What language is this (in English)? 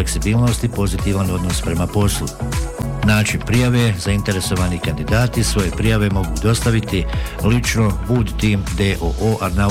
Bosnian